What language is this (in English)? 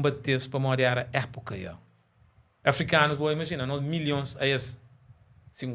Kabuverdianu